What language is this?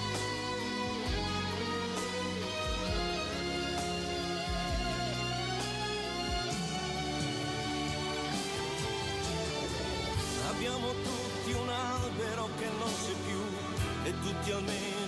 Italian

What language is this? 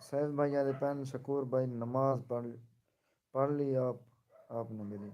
Saraiki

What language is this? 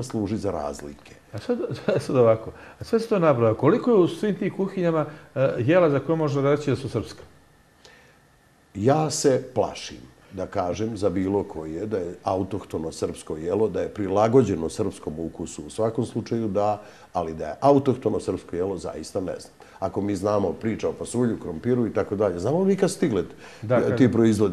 Serbian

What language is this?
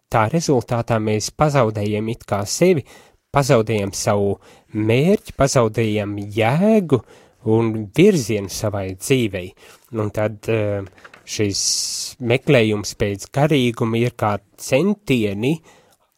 Latvian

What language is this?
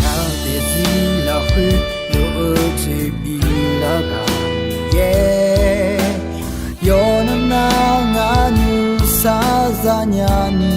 Akha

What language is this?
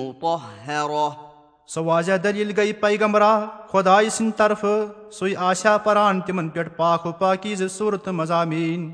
Kashmiri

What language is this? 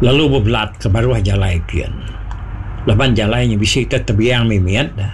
Iban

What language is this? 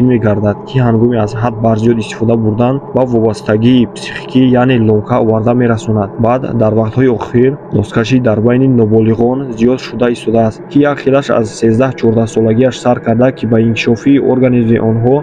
Tajik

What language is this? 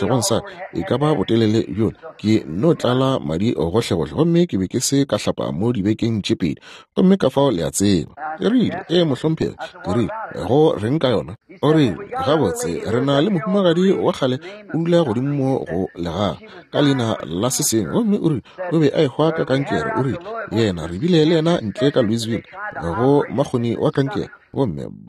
Northern Sotho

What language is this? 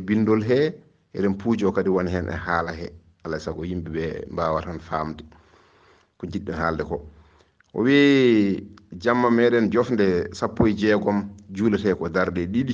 Fula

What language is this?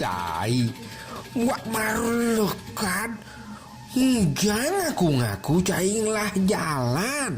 Balinese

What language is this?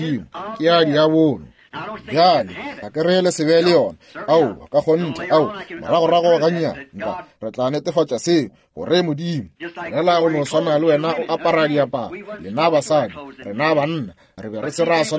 Northern Sotho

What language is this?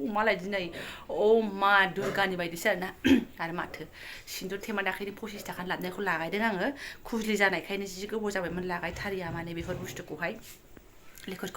Bodo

